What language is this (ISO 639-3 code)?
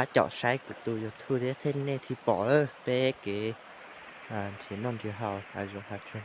hmn